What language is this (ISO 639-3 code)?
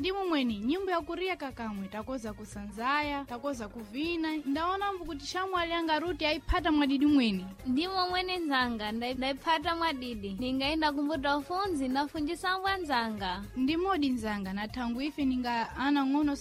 seh